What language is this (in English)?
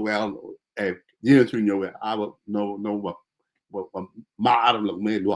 Acoli